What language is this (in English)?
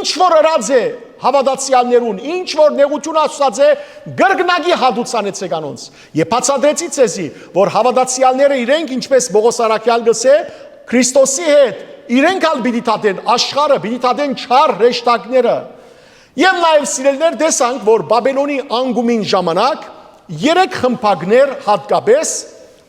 Western Armenian